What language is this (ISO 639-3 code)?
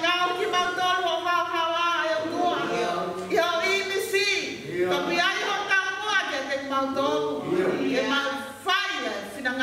ton